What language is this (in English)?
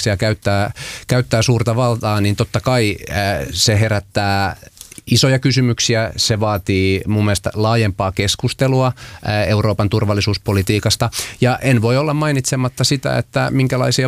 Finnish